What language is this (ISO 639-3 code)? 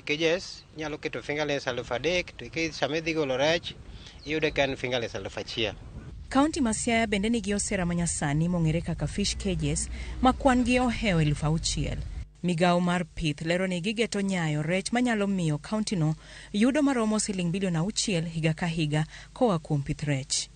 luo